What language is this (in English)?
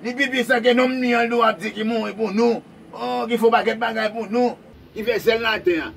Haitian Creole